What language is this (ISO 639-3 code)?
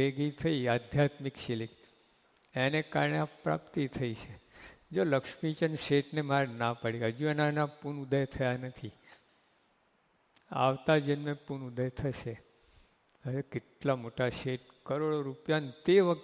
guj